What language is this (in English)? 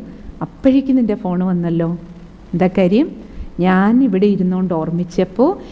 Malayalam